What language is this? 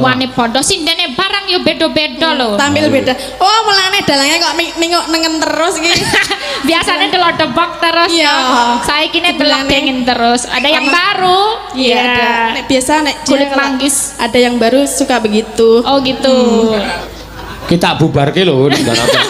Javanese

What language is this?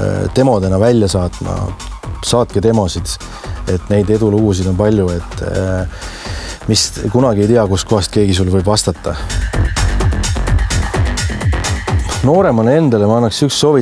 Estonian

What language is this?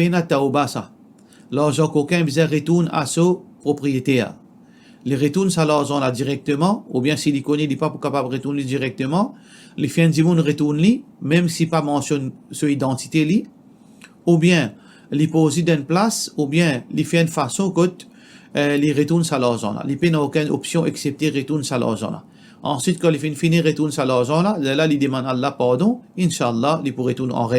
Morisyen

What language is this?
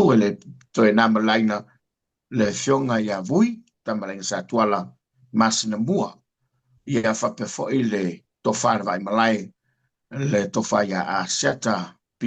Samoan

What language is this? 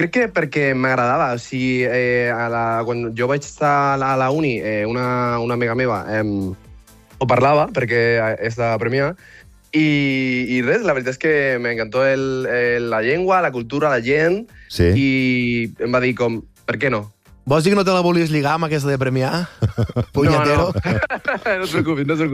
Catalan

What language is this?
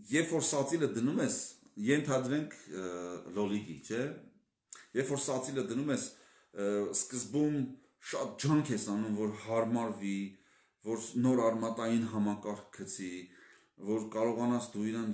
Armenian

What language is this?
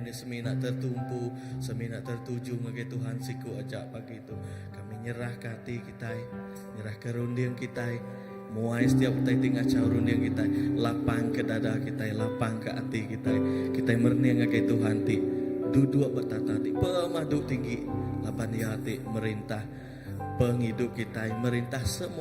Iban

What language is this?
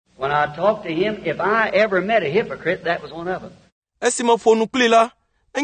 Ewe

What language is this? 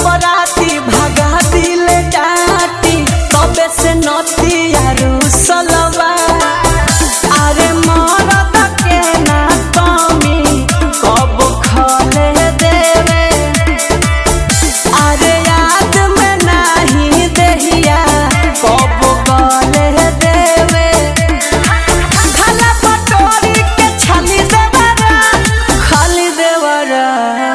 Bhojpuri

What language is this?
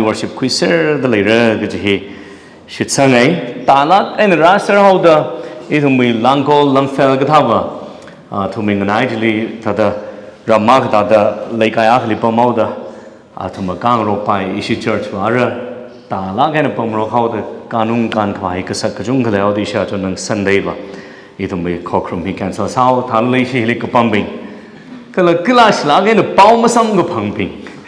Tangkhul Naga (India)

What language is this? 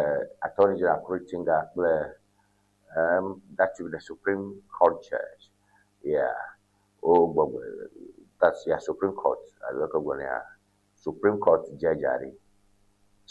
Ewe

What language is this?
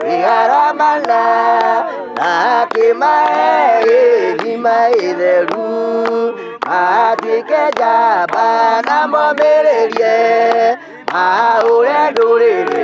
Kikuyu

